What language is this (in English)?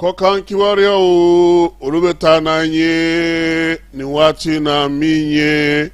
Bambara